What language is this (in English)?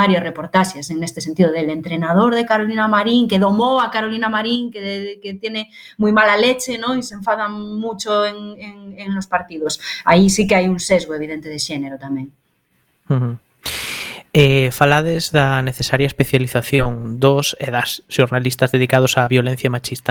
Galician